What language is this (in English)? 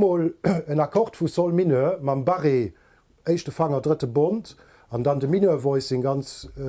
Luxembourgish